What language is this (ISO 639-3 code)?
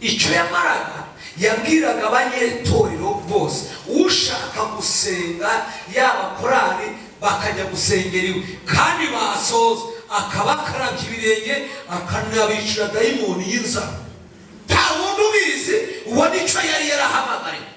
kin